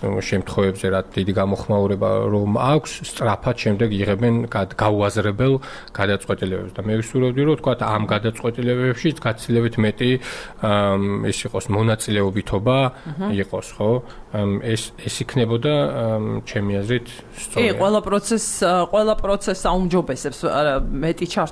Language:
Georgian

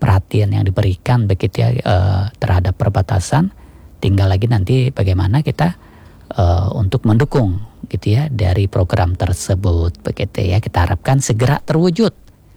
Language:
Indonesian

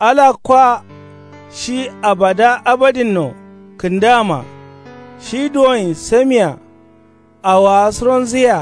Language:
Kanuri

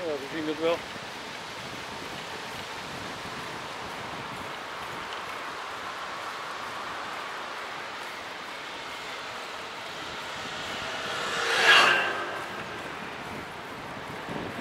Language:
Dutch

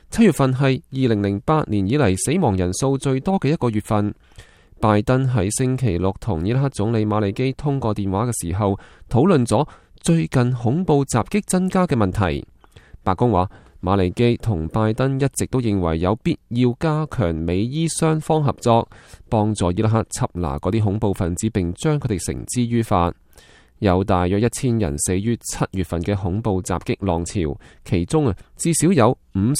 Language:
Cantonese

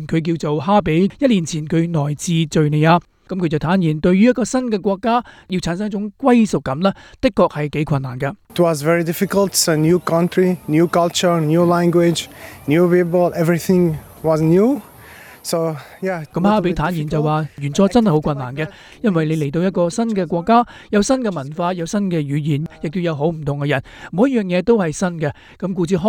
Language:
Cantonese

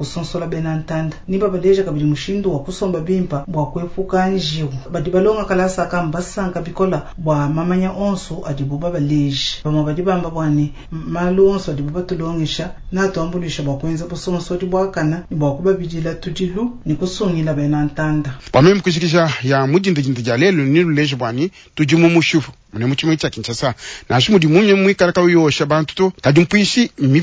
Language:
Luba-Lulua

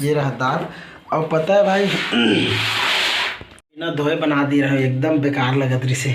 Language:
Chhattisgarhi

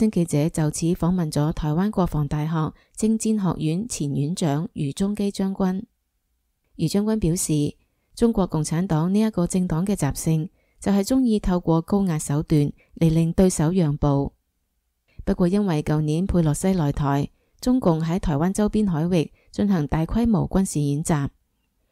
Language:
Cantonese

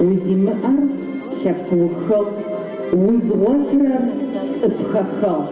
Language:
Adyghe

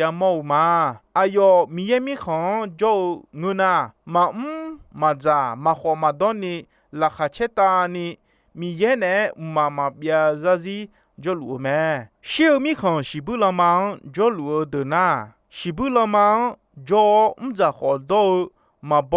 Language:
Akha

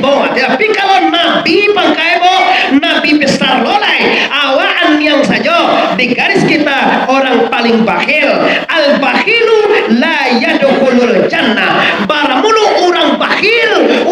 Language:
Minangkabau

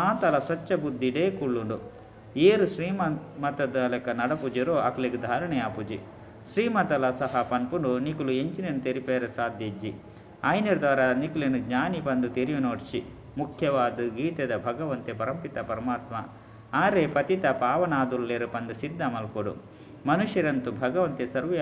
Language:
Tulu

